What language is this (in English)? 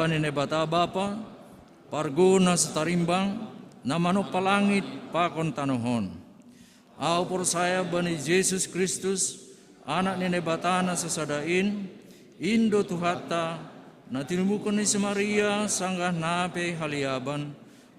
Batak Simalungun